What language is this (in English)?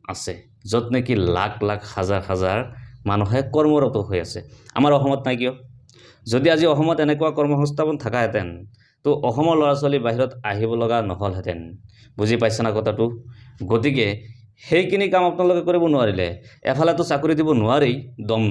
Assamese